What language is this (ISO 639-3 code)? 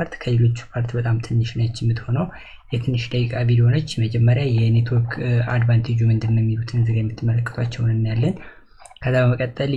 amh